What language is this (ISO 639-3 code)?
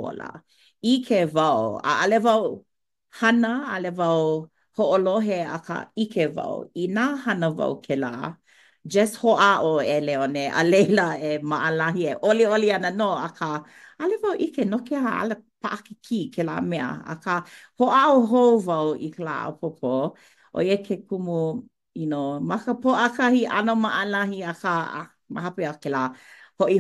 haw